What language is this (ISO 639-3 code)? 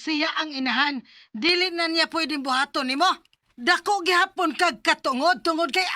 ceb